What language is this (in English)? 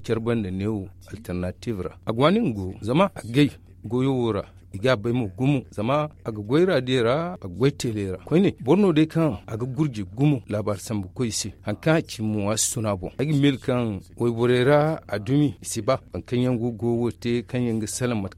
Zarma